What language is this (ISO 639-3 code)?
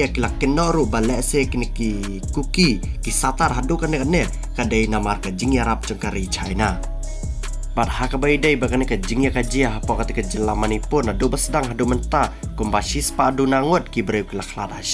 kha